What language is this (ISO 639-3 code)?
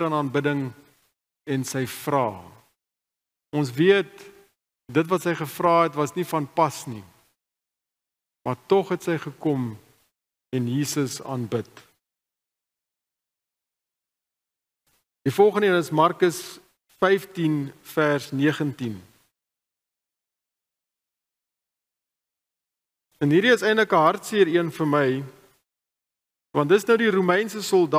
afr